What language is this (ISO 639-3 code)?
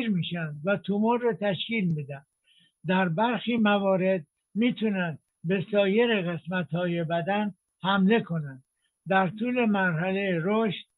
fas